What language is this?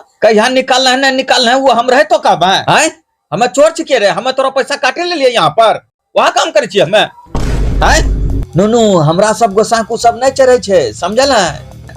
Angika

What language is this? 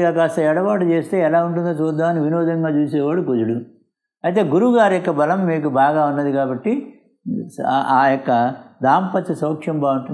Telugu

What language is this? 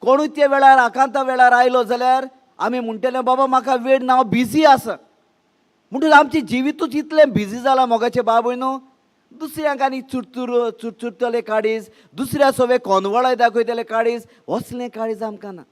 Konkani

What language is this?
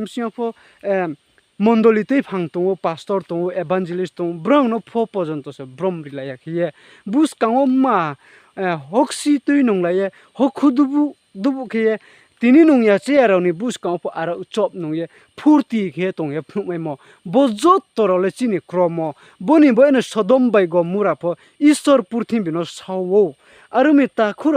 Riang (India)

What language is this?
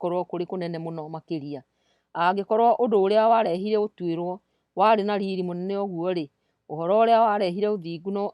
Kikuyu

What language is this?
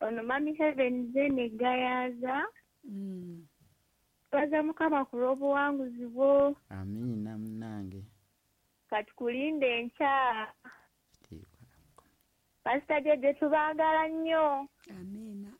Ganda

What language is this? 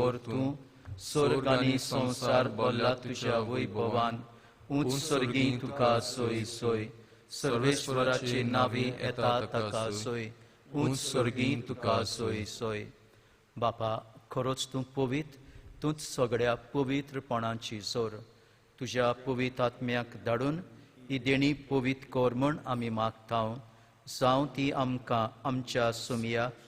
Konkani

